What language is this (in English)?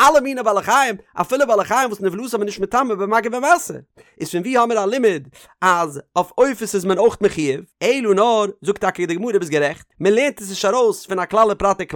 Yiddish